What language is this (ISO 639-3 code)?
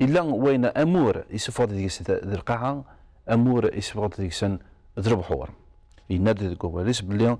kab